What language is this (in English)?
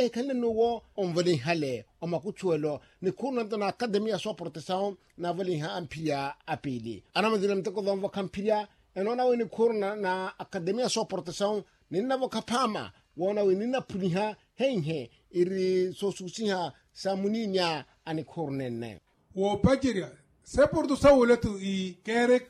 Makhuwa